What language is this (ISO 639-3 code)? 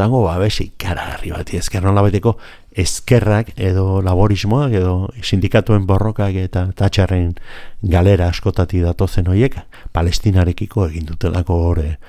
eus